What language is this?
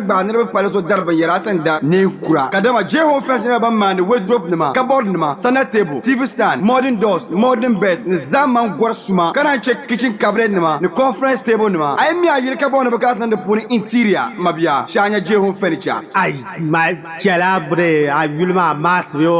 Dagbani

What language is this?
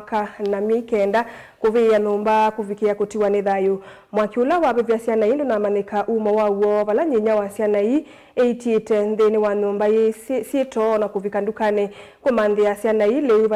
Kamba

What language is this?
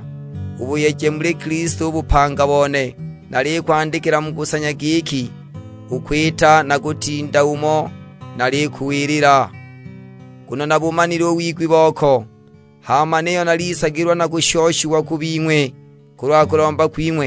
Sukuma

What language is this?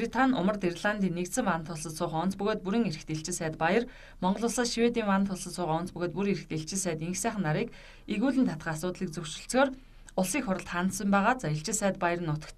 Mongolian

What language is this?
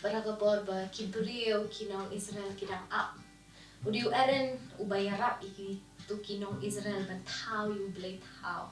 Khasi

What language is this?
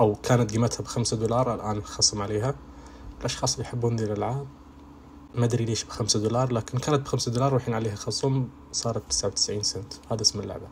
Najdi Arabic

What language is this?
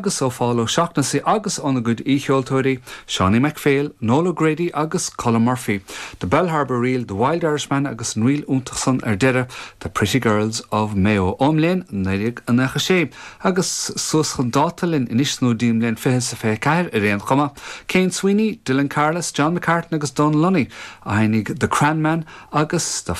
Irish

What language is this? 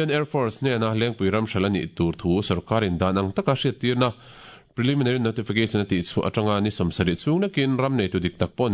Mizo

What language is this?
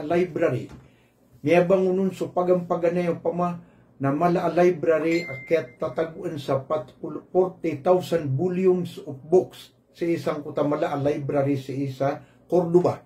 Maranao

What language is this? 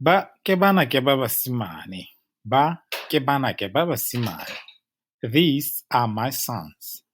Tswana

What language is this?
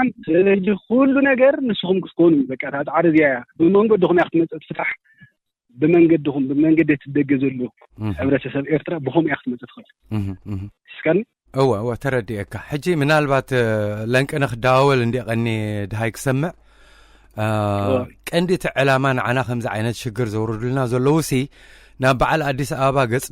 Tigrinya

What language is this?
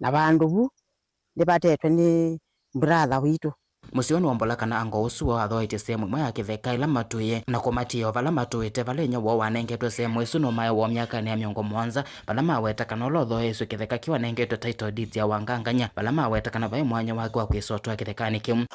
Kamba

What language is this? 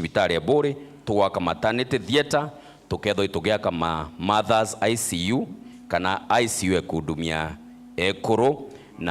Meru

